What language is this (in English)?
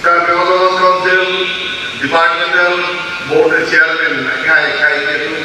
Karbi